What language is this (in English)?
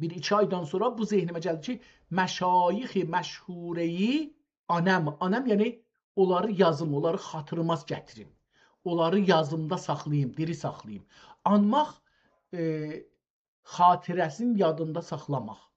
South Azerbaijani